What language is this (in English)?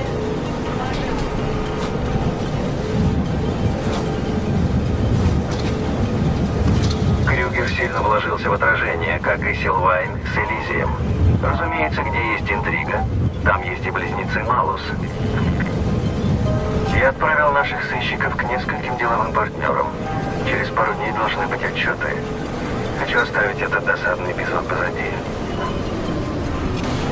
Russian